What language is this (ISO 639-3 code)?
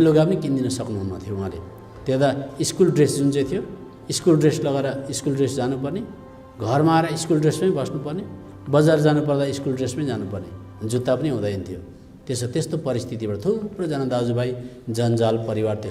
nep